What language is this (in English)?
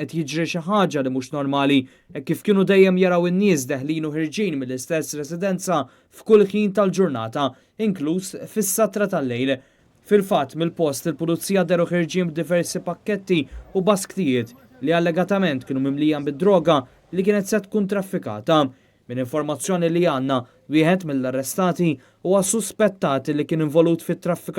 Maltese